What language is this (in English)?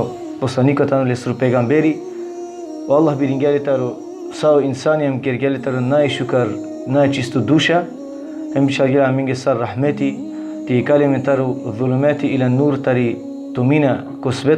Balkan Romani